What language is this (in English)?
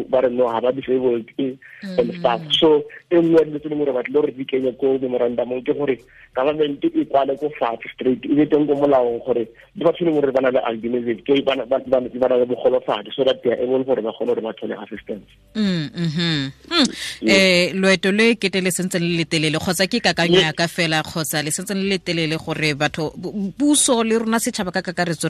Tswana